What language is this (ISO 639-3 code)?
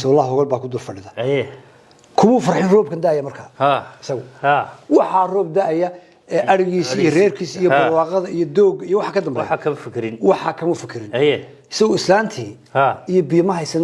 som